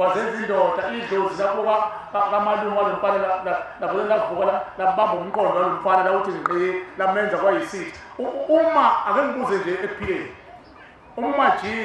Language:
Zulu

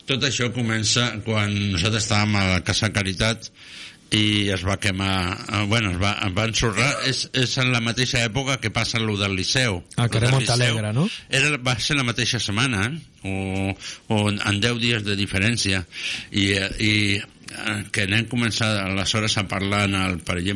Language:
Catalan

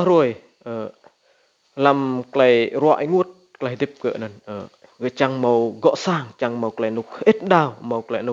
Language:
Rade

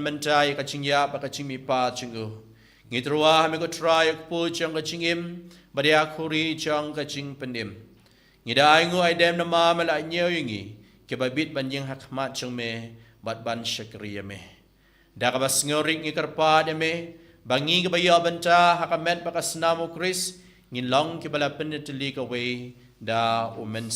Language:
Khasi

